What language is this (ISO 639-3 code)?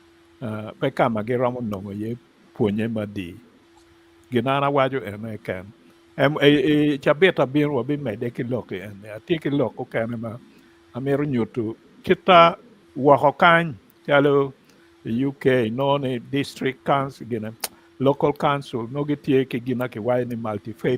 ach